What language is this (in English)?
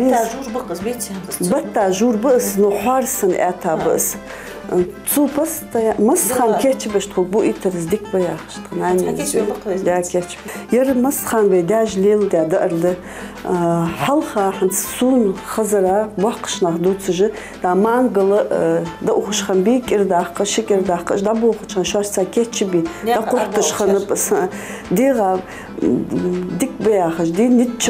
Ingush